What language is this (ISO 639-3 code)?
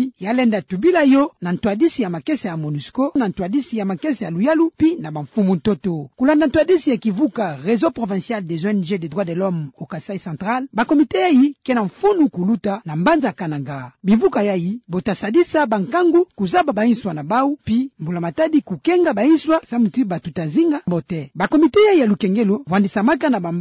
ktu